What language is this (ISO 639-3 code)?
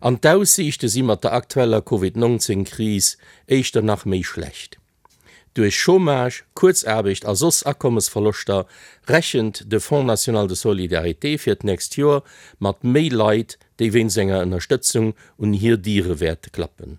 ltz